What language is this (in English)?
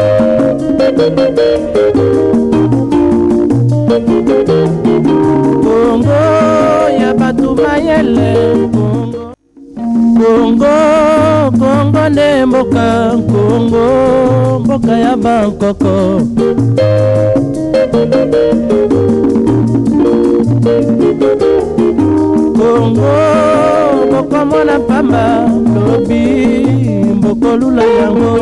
French